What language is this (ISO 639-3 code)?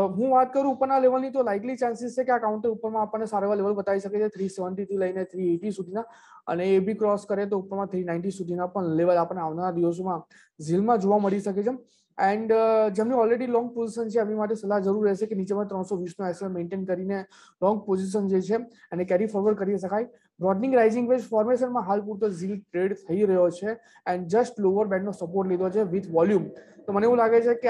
guj